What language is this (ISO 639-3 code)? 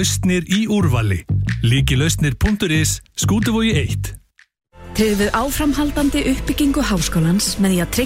isl